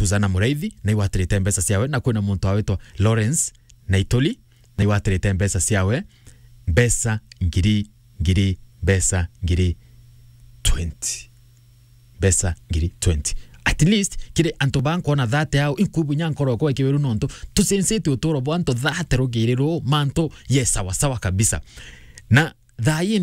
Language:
Meru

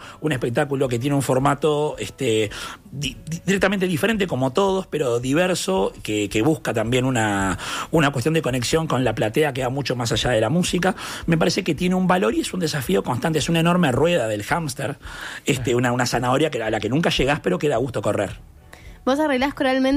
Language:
Spanish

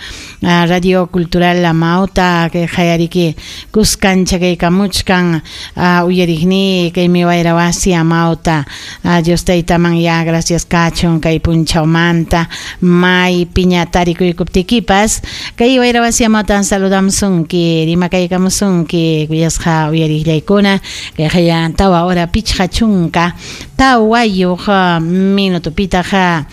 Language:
Ayacucho Quechua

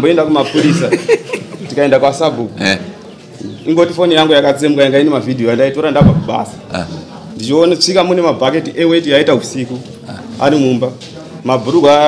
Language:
Shona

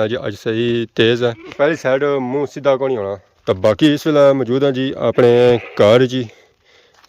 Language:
Pahari-Potwari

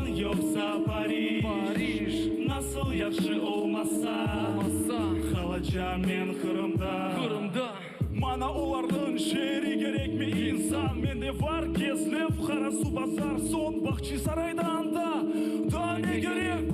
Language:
Crimean Tatar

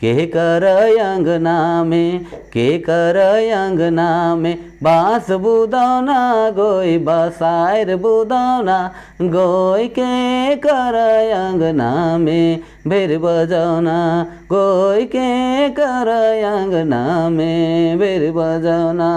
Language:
Sadri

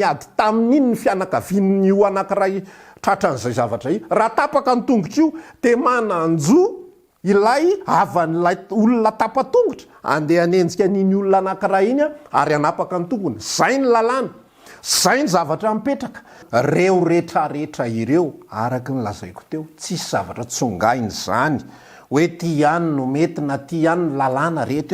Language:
Malagasy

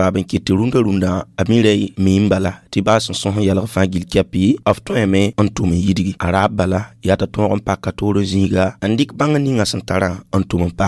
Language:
Mossi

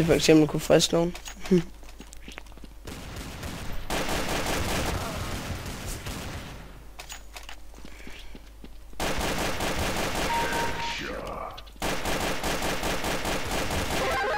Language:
Danish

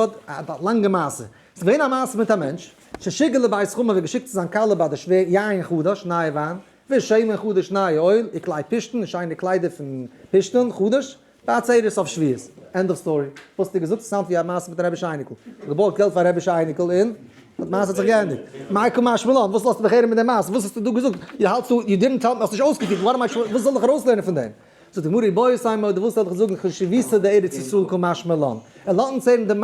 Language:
Yiddish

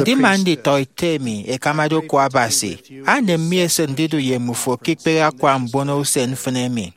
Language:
Efik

